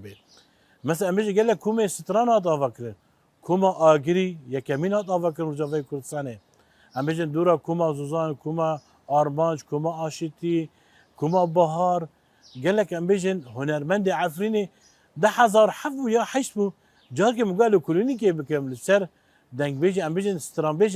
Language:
Kurdish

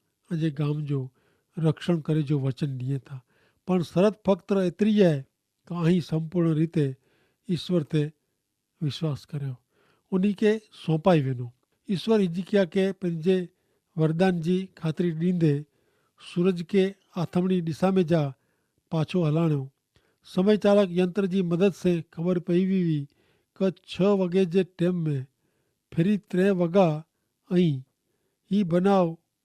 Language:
Kachhi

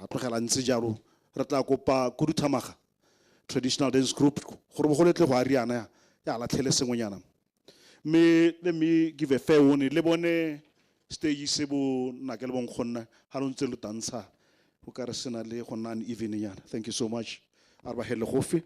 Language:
Tswana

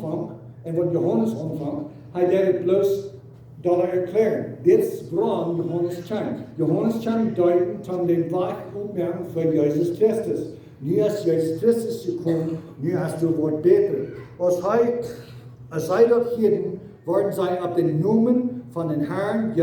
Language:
Plautdietsch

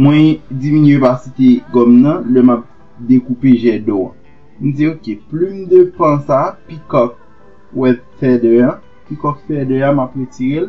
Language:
Haitian Creole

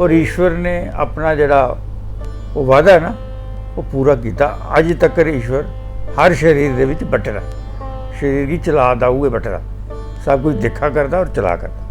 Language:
Dogri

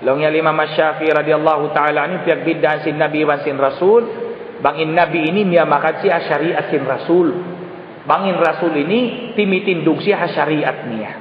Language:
Tausug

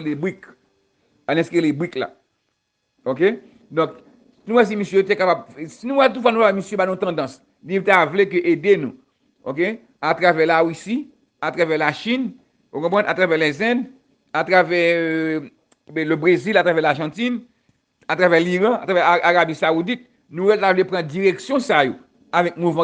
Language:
Haitian Creole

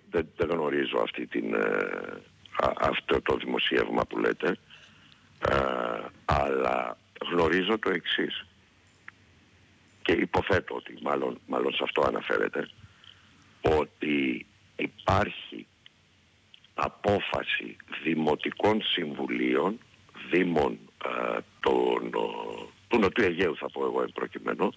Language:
Greek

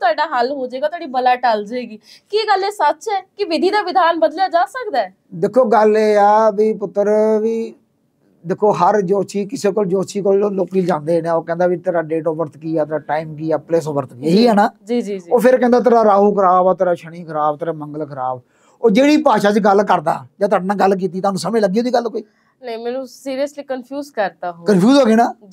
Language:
Punjabi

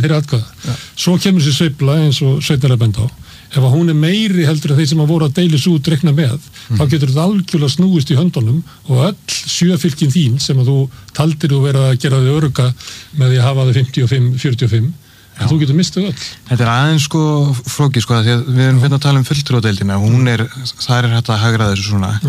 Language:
Icelandic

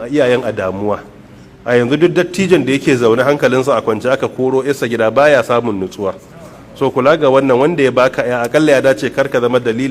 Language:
Hausa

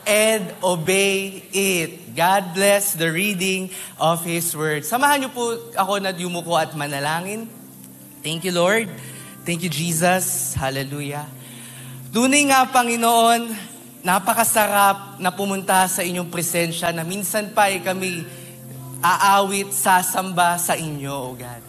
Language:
Filipino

